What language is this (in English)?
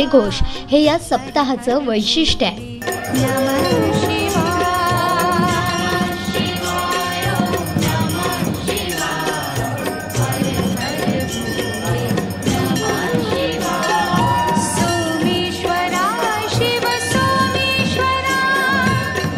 Marathi